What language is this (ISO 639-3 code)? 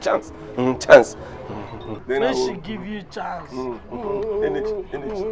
pcm